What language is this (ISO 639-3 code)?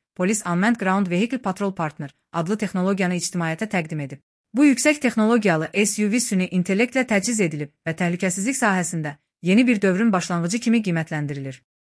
aze